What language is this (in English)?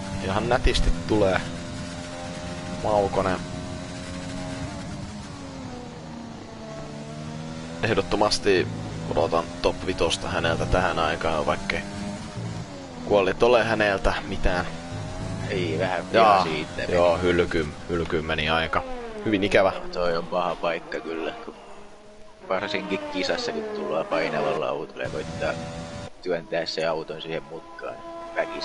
Finnish